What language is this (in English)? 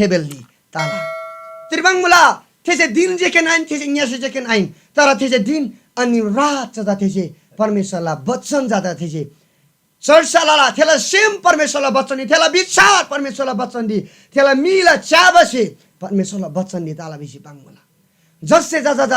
Eastern Tamang